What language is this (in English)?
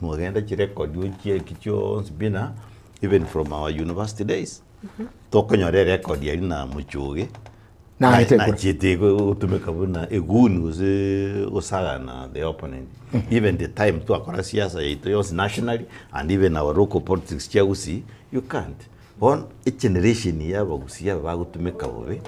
Gusii